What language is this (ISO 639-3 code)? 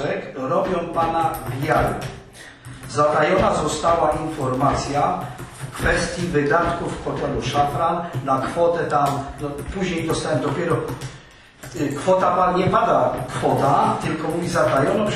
pol